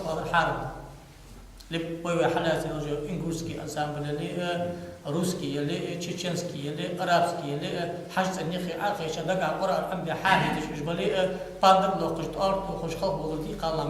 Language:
Ingush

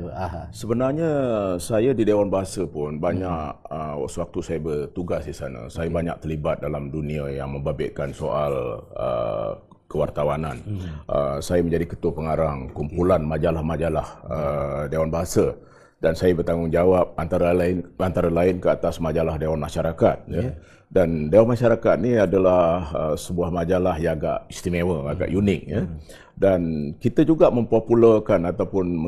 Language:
Malay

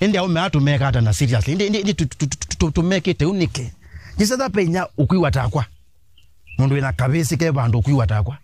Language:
Kamba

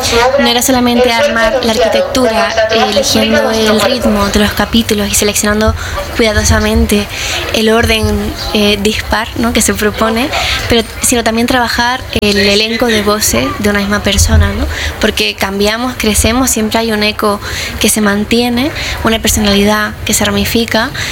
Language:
Spanish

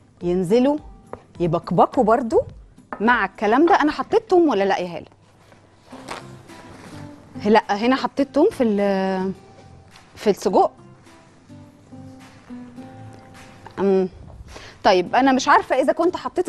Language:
Egyptian Arabic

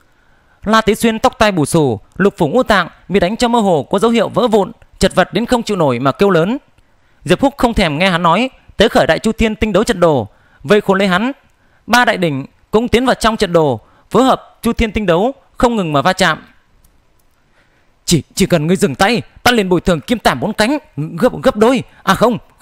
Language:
Vietnamese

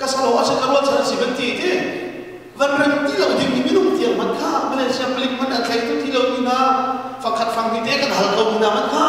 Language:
Hakha Chin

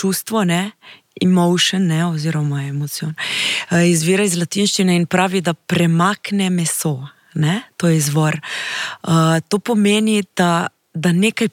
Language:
Slovenian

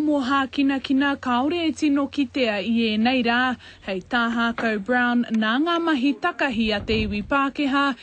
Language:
Māori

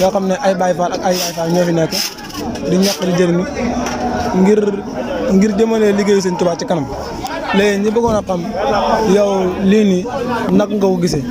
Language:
Wolof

